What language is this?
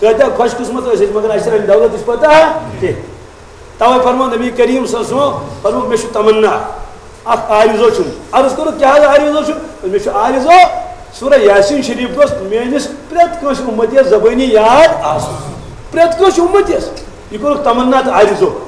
Kashmiri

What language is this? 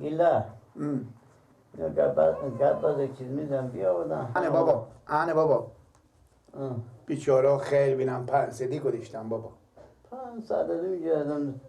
Persian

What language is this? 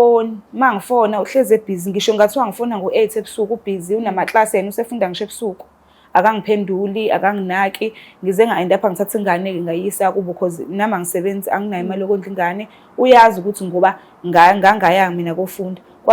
Zulu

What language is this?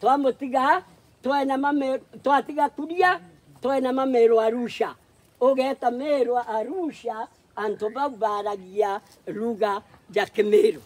Meru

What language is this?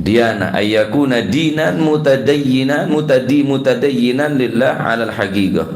Madurese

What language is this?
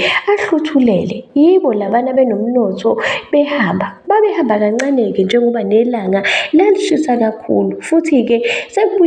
Zulu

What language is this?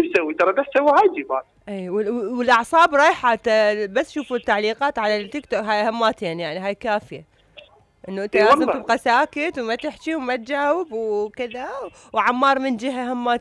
Mesopotamian Arabic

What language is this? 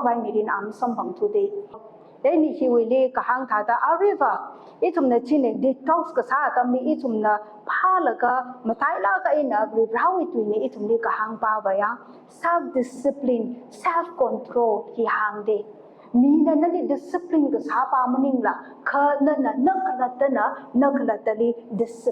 Tangkhul Naga (India)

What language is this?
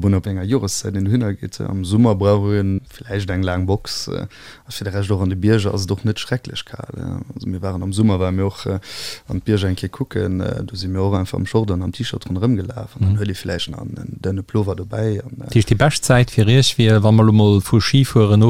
Luxembourgish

